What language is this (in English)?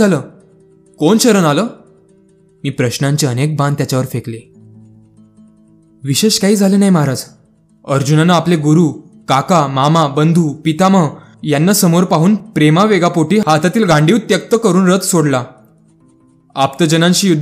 Marathi